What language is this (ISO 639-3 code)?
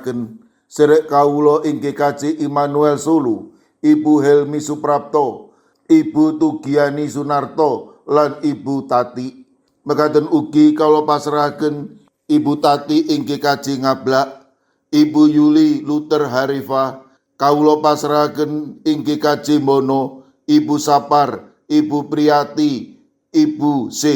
jav